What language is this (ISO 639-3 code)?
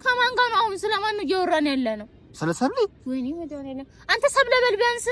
amh